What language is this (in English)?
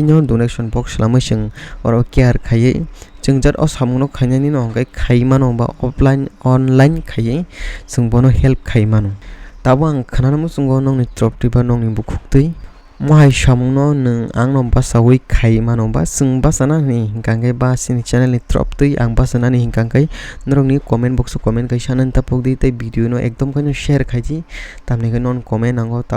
Kok Borok